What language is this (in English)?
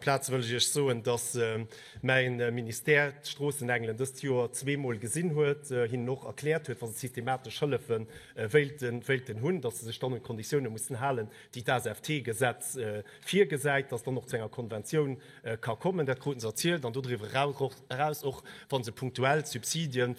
Luxembourgish